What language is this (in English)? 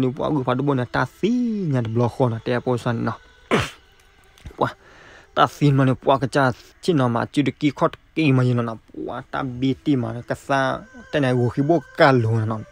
S'gaw Karen